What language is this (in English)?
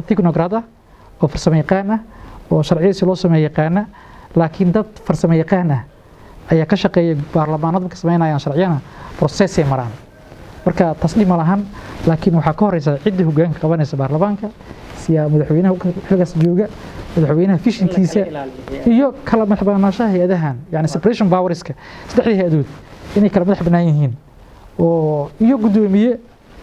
Somali